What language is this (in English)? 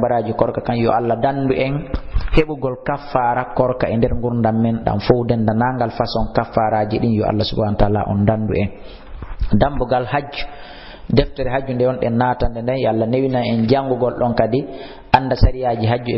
Fula